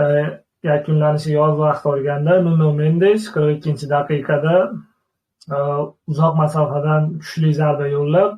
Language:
Uzbek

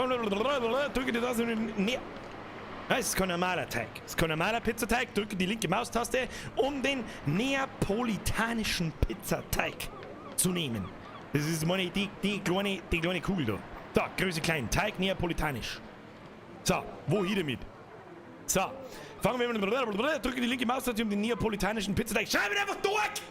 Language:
Bavarian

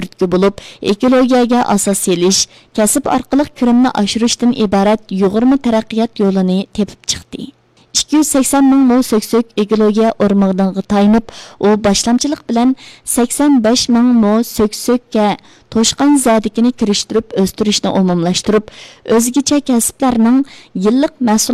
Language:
Uyghur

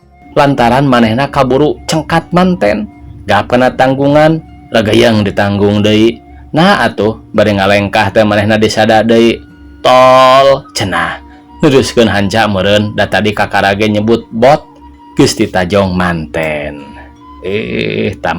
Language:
Sundanese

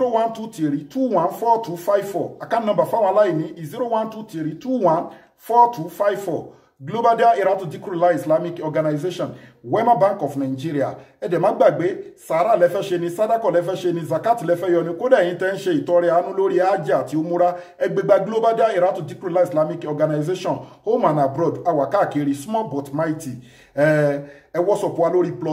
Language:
Yoruba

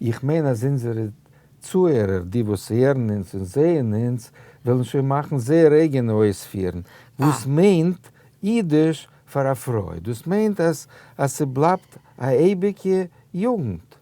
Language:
Yiddish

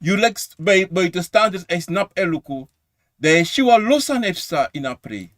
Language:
Sranan Tongo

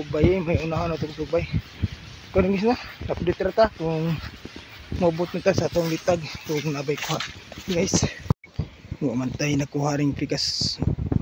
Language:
Cebuano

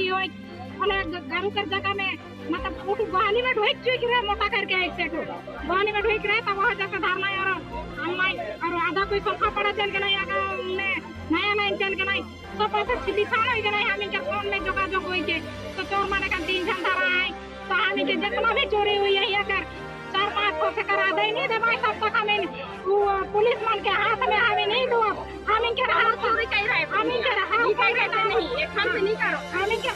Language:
Sadri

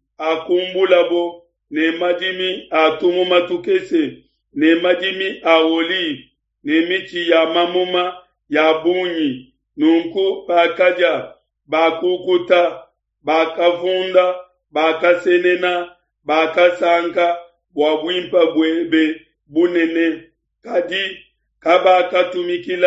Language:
Luba-Lulua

